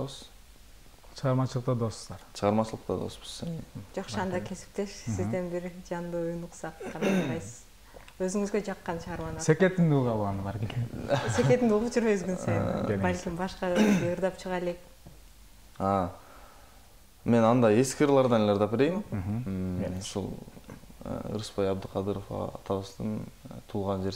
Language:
Kyrgyz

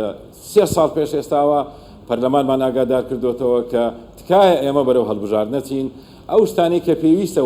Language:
Central Kurdish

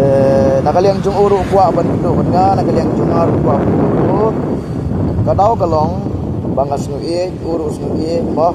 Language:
Khasi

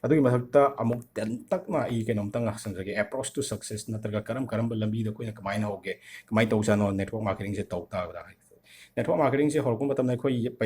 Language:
Manipuri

